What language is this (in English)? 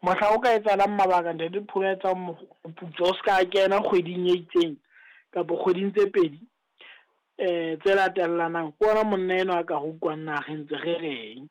Southern Sotho